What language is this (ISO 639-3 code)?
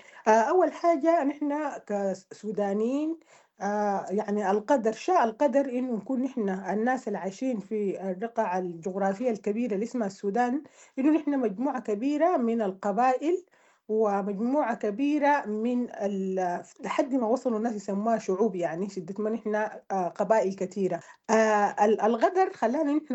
apd